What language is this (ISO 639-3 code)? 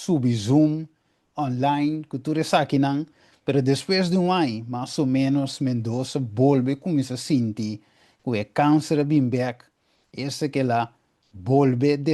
pap